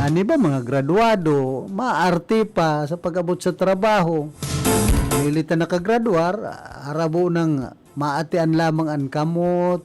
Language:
Bikol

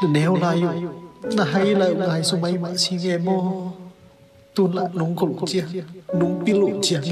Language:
Tedim Chin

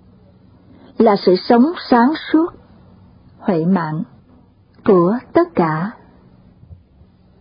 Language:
Vietnamese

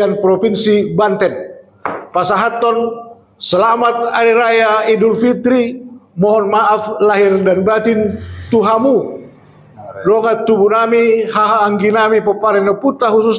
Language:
Batak Toba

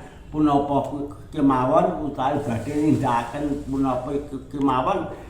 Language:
Javanese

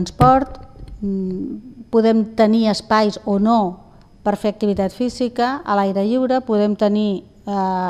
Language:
Catalan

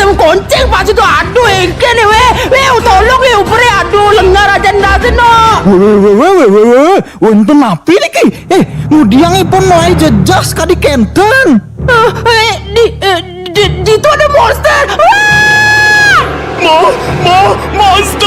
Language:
Balinese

